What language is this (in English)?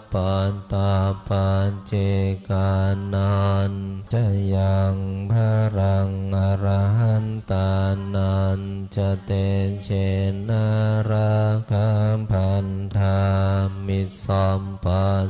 Pali